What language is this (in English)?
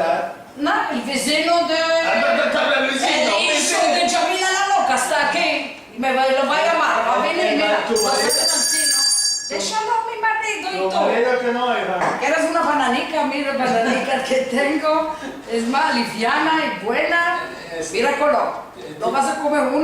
Ladino